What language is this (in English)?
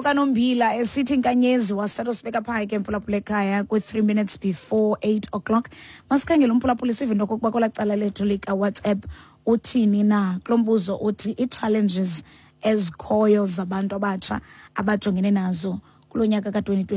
Xhosa